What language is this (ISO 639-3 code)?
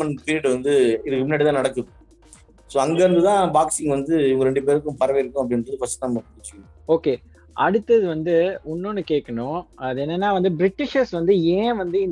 tam